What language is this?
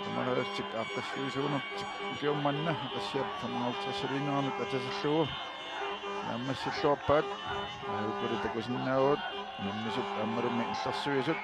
Kalaallisut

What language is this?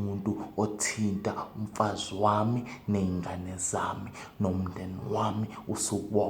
Zulu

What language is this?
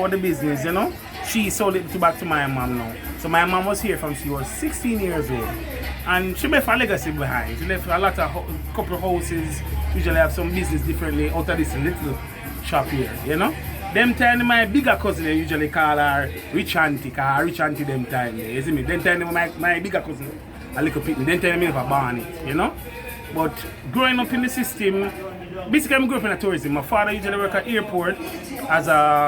Jamaican Creole English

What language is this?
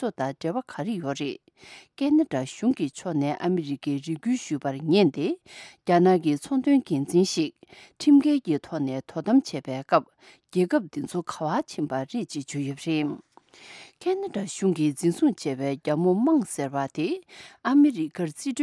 Tibetan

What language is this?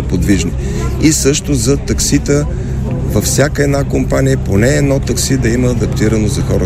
Bulgarian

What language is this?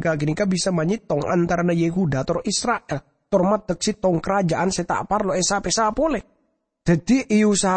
Madurese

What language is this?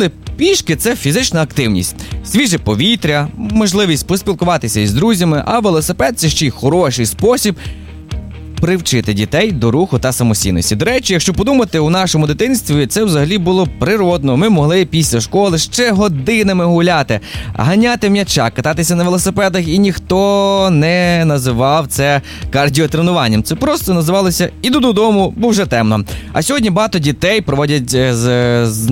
Ukrainian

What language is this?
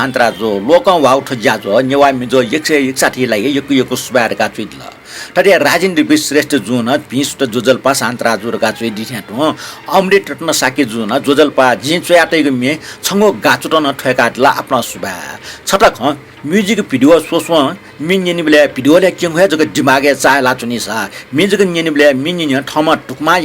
Newari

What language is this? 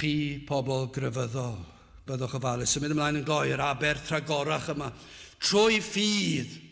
Welsh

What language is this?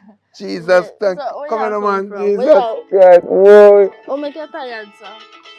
Jamaican Creole English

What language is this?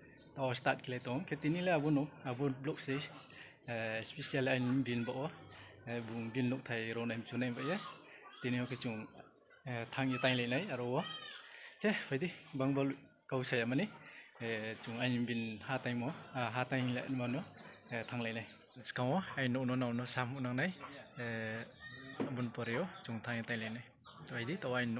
Riang (India)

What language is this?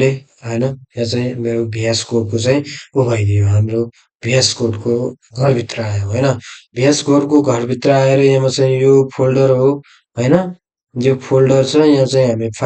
Nepali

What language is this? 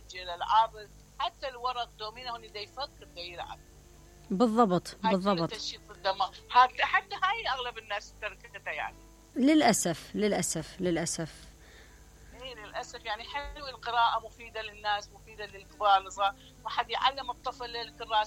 Mesopotamian Arabic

